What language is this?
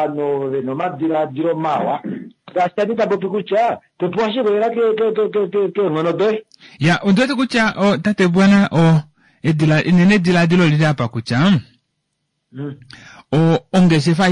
Kuanyama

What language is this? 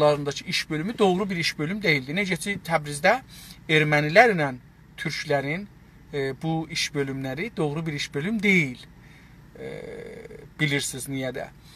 South Azerbaijani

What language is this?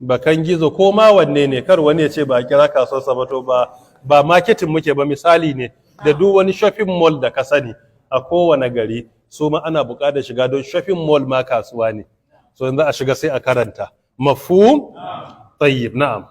Hausa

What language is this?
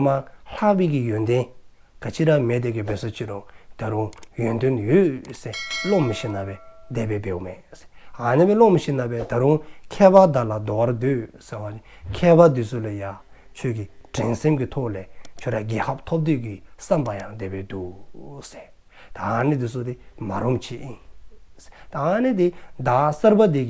Dzongkha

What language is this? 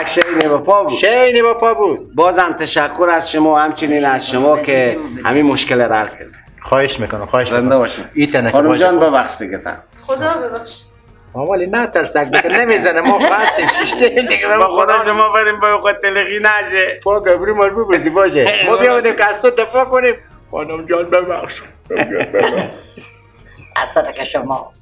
Persian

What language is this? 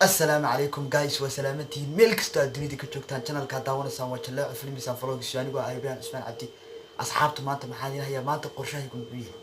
Somali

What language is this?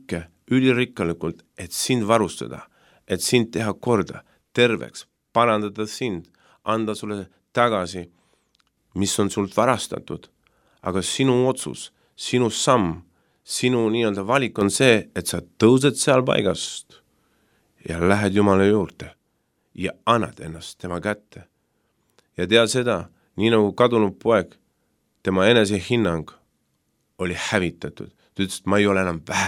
Estonian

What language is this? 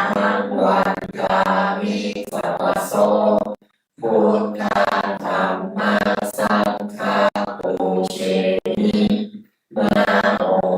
Pali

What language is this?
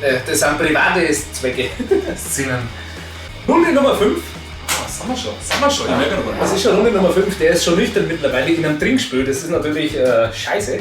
Bavarian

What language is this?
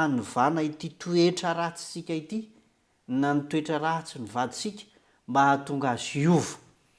Malagasy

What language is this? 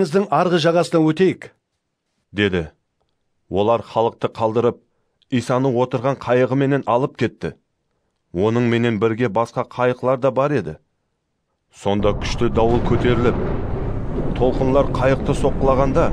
Kara-Kalpak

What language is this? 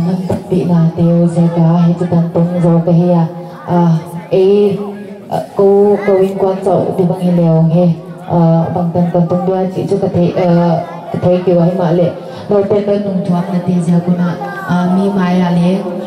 Paite Chin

